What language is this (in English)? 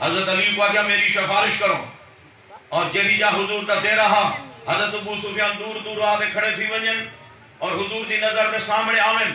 Saraiki